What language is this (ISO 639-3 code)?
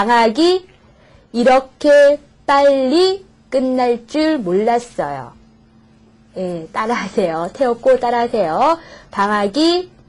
kor